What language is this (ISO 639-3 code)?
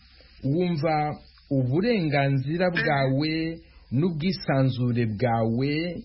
kin